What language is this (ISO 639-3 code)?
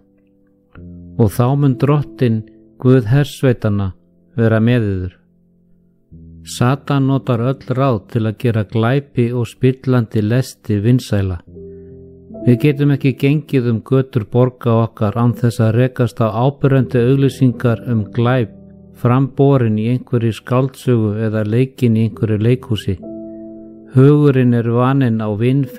isl